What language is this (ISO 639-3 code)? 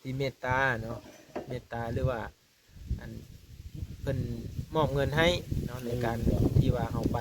lao